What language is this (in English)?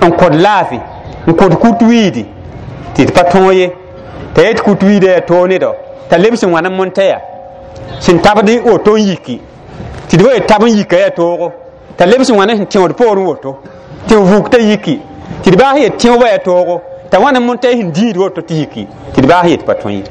Mossi